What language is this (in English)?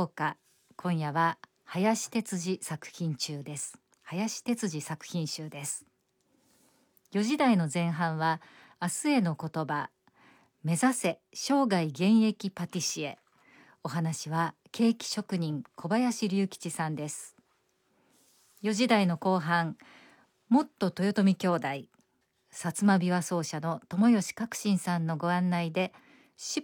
Japanese